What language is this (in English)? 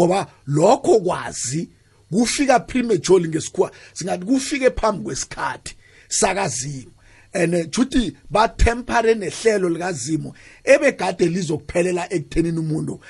South Ndebele